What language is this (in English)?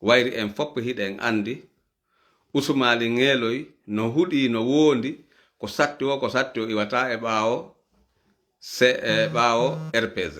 Fula